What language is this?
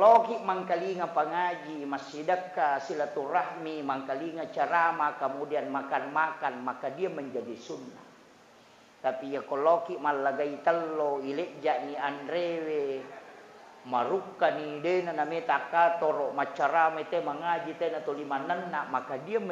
Buginese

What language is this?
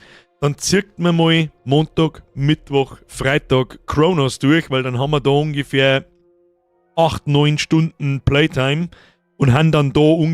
Bavarian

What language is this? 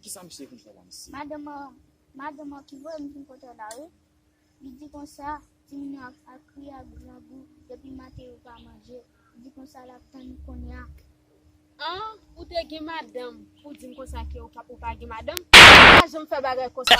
Haitian Creole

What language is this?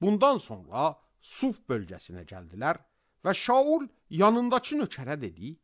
Azerbaijani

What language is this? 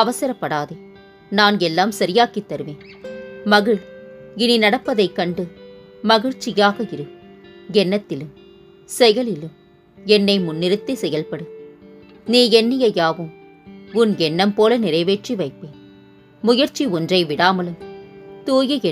Tamil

